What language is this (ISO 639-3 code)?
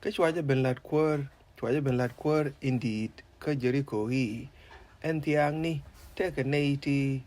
nus